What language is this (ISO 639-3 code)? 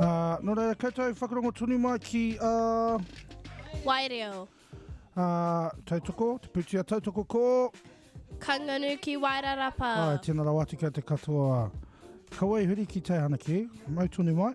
mri